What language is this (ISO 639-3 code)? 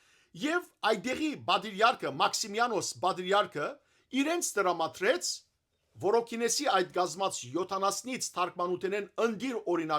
hyw